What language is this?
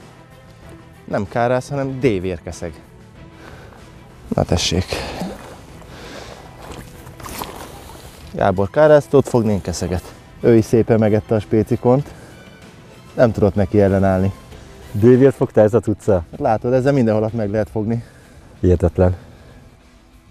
Hungarian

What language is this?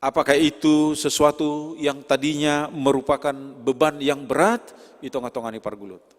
Batak Simalungun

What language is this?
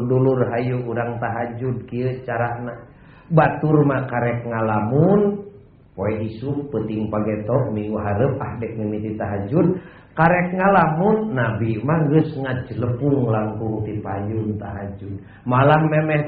Sundanese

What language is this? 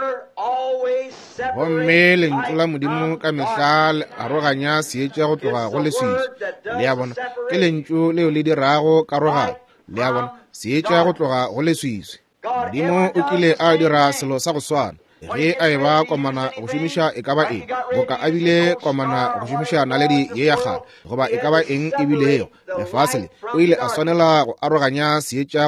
Northern Sotho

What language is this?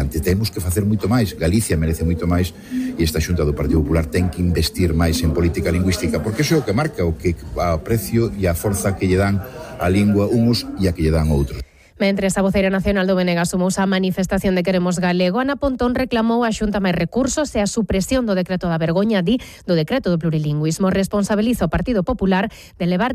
Galician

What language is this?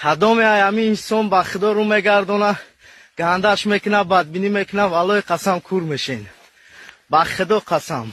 Tajik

